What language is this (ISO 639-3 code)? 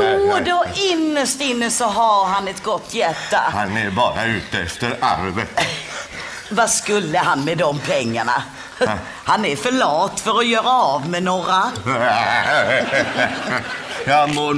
swe